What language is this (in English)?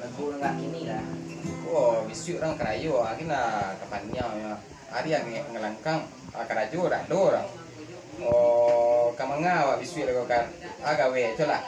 Minangkabau